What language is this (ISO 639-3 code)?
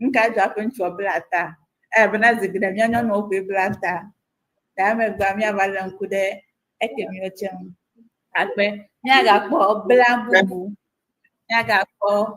ewe